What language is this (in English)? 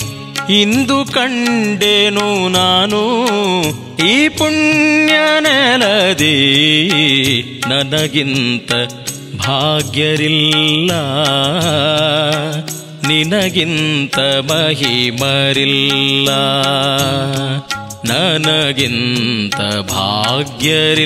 Kannada